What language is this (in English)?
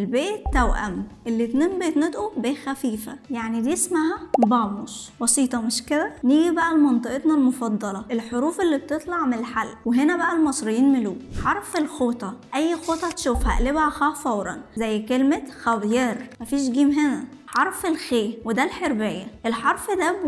Egyptian Arabic